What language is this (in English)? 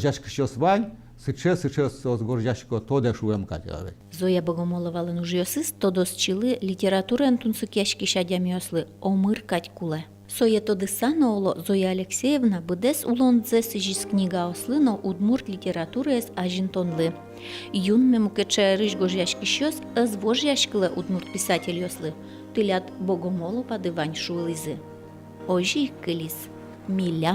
Udmurt